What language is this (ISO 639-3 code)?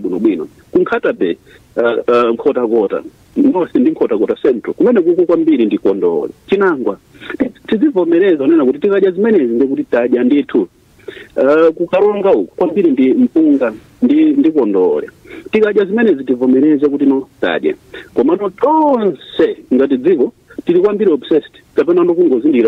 nya